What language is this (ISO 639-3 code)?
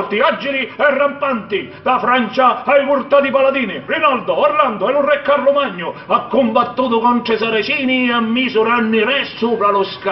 scn